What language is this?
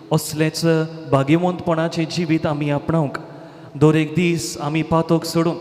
Konkani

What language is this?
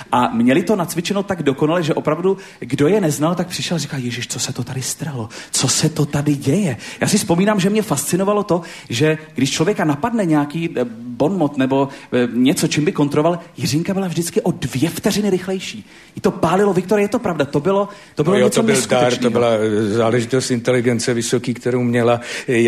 Czech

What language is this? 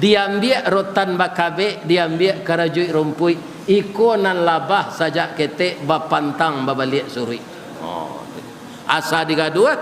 Minangkabau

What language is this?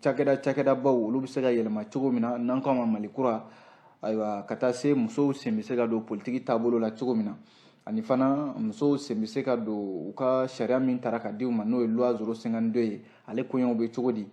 Bambara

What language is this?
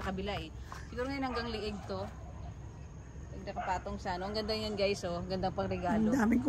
Filipino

